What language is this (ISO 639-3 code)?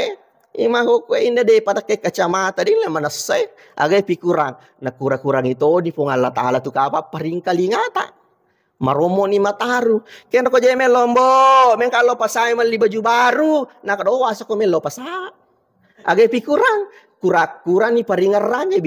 bug